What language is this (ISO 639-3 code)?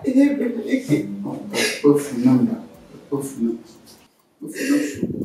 ewe